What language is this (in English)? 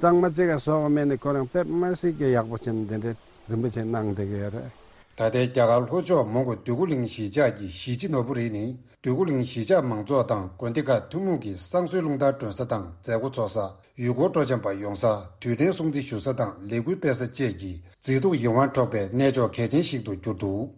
Tibetan